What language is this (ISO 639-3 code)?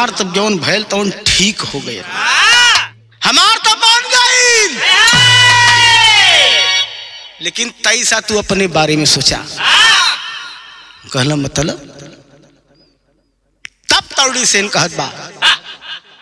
bho